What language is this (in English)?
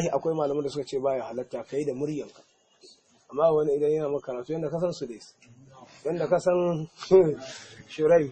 Hausa